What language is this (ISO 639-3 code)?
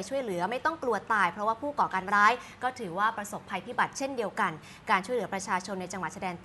tha